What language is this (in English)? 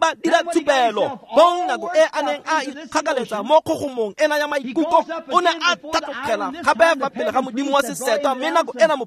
Tswana